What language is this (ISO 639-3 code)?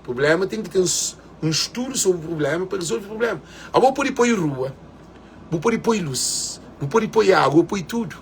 kea